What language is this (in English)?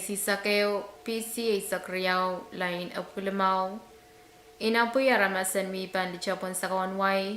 Pohnpeian